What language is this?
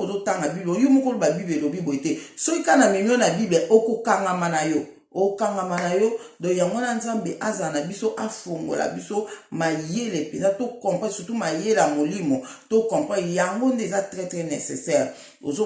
Lingala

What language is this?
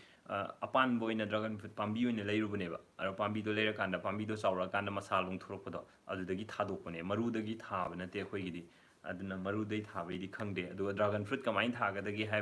Manipuri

